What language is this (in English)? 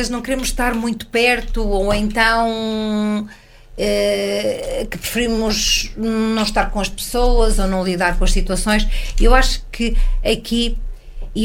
Portuguese